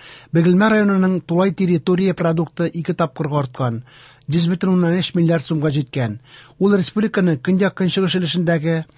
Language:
Tatar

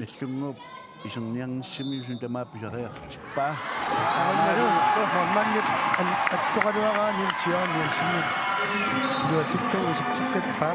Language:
Kalaallisut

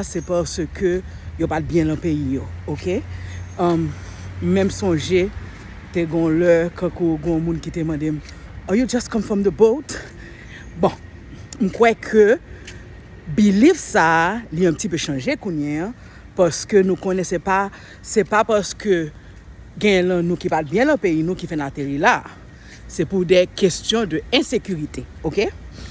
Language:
Haitian Creole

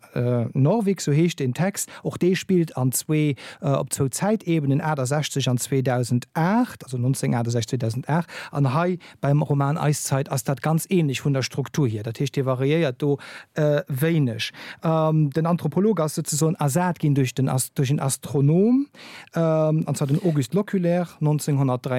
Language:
Luxembourgish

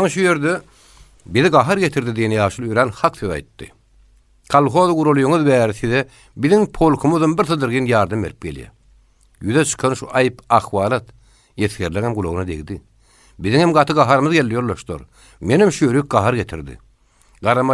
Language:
Turkmen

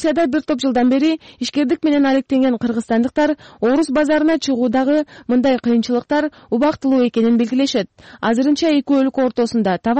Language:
Kyrgyz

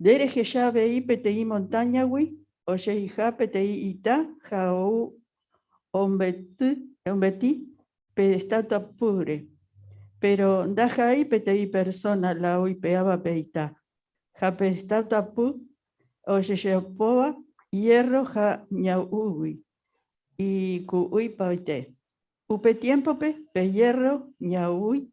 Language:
Guarani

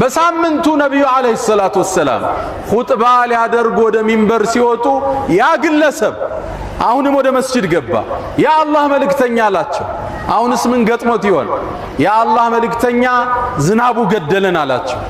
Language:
Amharic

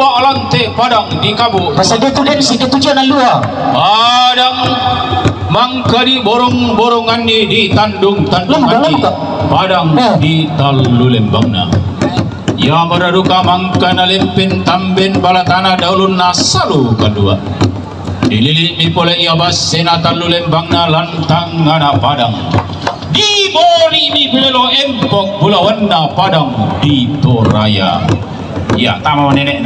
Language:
Toraja-Sa'dan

